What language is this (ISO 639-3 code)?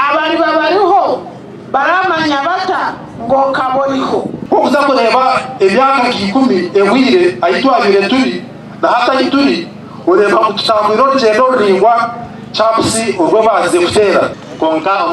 nyn